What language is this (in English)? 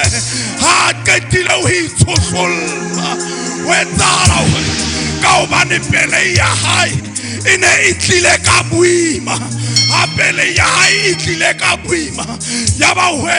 Southern Sotho